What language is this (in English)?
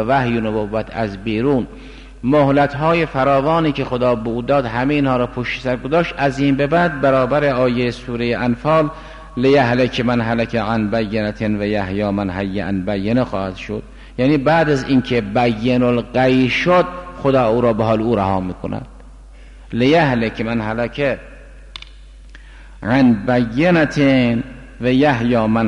Persian